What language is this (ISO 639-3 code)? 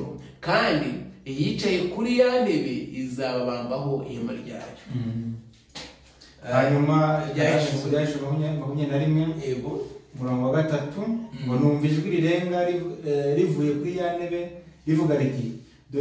kin